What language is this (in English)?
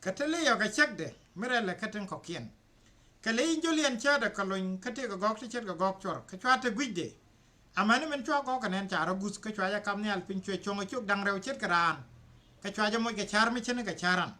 Nuer